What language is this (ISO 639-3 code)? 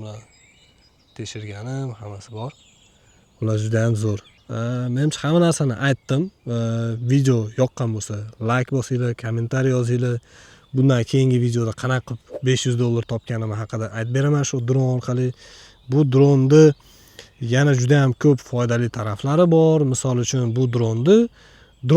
uzb